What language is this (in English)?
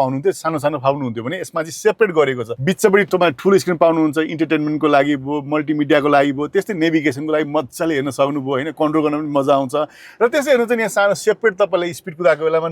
Nepali